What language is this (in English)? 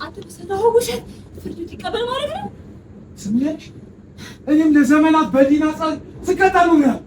Amharic